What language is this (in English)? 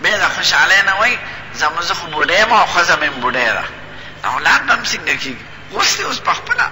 Pashto